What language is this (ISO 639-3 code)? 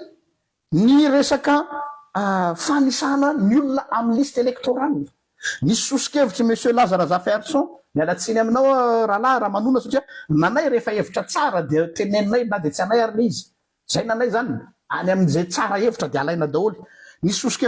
mlg